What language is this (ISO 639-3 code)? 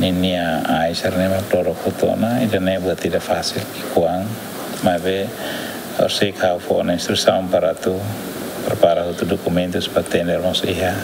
tet